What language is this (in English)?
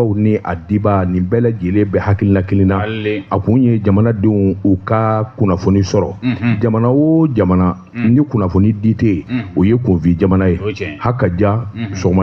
Bambara